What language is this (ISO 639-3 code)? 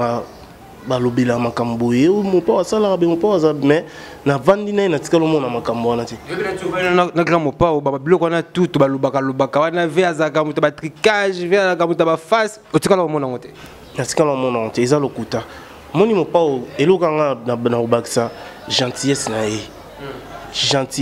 lin